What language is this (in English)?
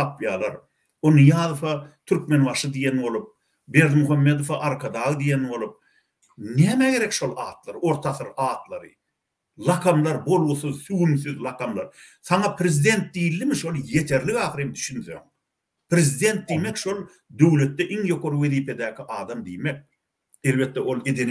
Turkmen